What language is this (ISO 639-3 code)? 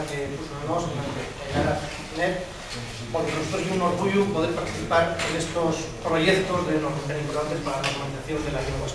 ast